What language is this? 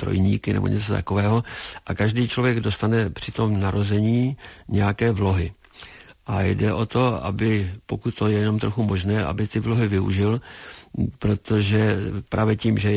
Czech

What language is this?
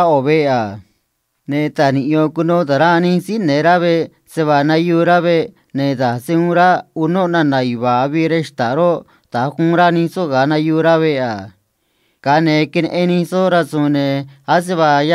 Copala Triqui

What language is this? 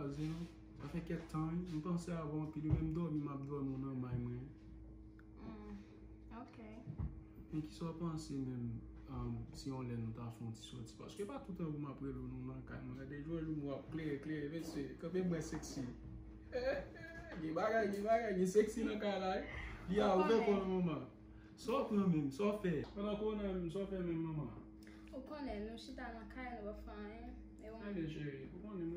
Haitian Creole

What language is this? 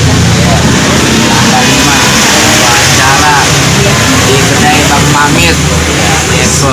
Betawi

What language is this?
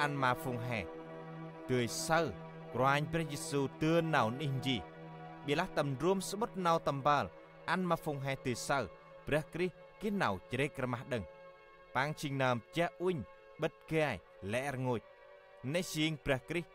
Central Mnong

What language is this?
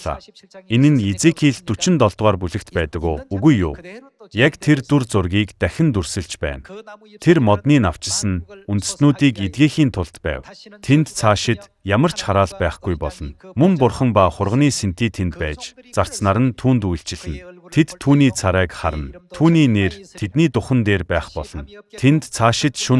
Mongolian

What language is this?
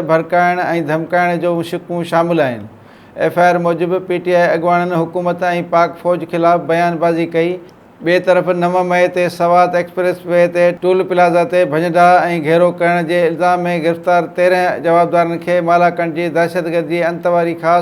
Sindhi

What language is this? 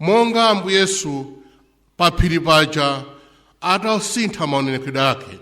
Nyanja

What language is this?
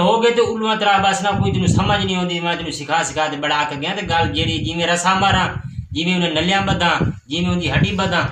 Saraiki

